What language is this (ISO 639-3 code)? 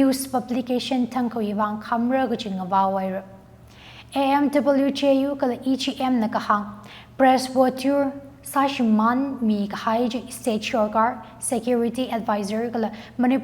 nmf